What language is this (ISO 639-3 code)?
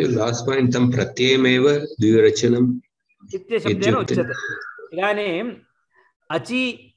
san